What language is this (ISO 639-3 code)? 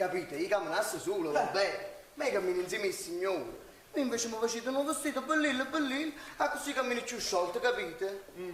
nap